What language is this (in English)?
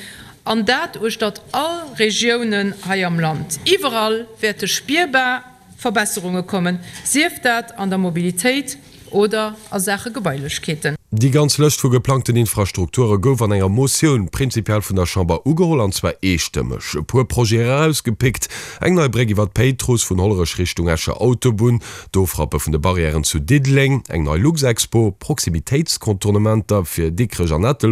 Luxembourgish